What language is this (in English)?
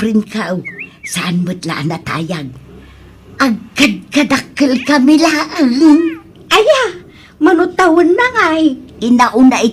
Iloko